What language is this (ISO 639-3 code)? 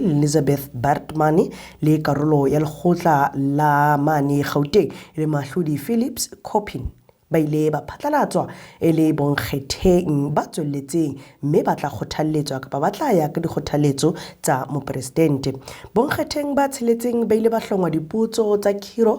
sot